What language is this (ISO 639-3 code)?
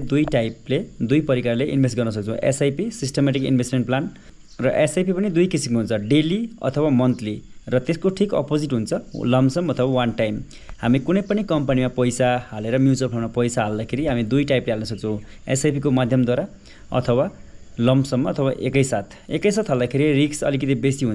nep